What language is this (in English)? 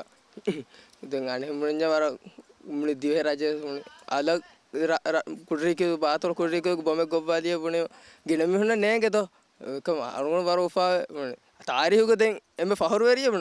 Divehi